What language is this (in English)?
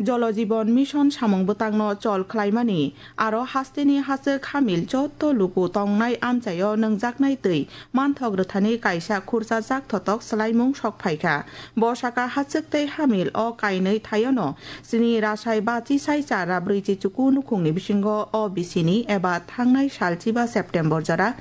Kok Borok